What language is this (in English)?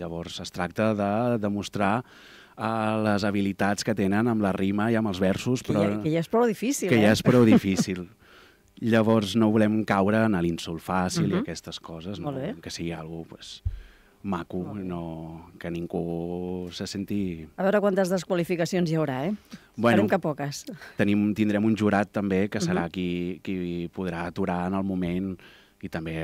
Catalan